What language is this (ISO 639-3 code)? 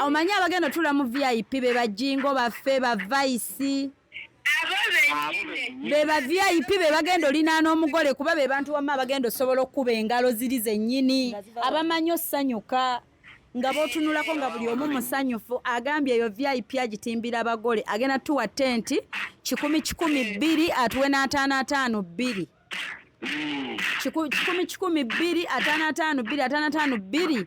lug